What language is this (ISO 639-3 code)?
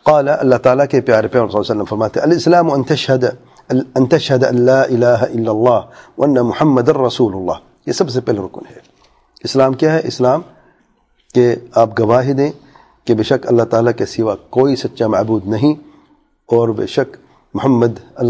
urd